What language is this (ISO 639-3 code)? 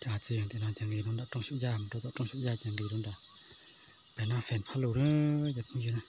hmn